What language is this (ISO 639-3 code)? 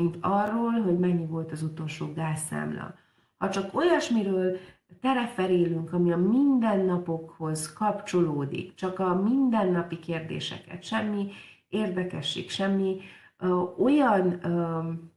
hun